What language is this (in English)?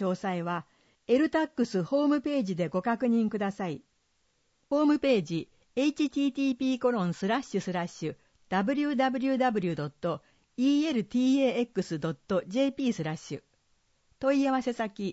Japanese